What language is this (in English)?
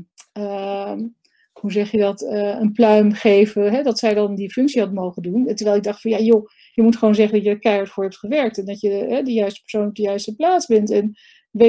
Dutch